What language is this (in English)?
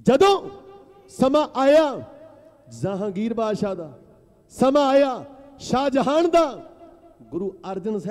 Punjabi